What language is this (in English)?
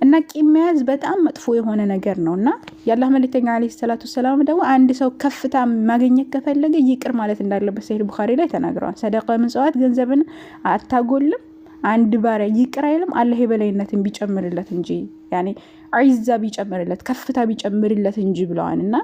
Amharic